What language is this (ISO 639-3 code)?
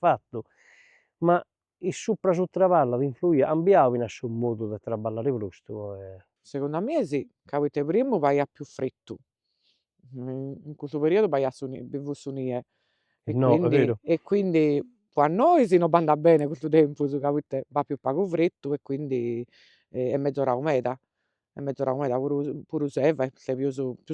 srd